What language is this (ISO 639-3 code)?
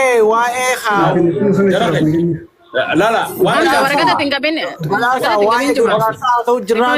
orm